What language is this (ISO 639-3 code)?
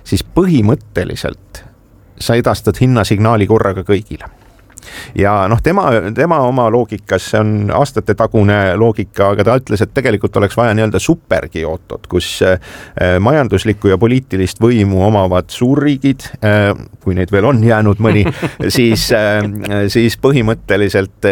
est